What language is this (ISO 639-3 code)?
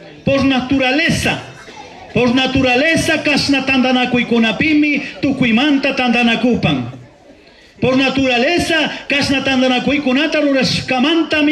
qug